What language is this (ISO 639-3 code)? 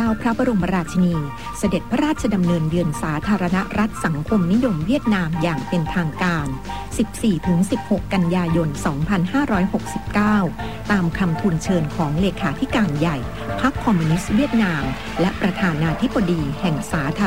tha